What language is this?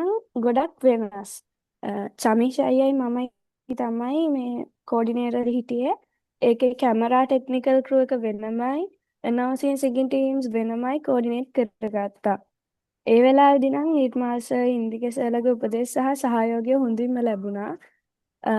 Sinhala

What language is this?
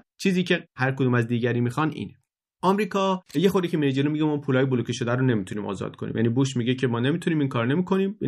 Persian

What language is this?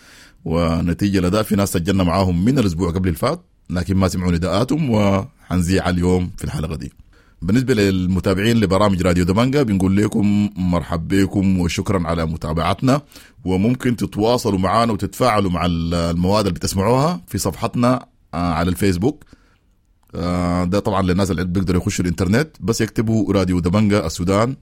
Sudanese Arabic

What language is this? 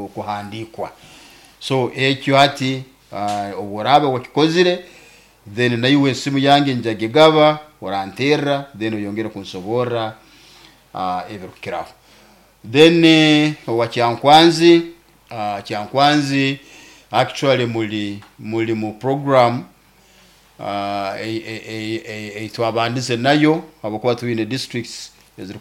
Nyoro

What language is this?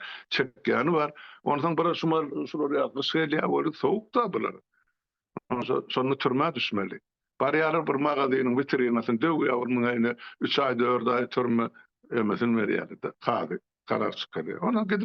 Turkmen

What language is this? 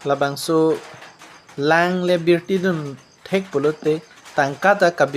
Karbi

